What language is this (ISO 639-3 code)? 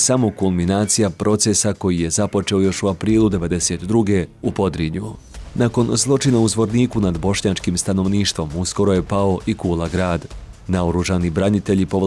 bos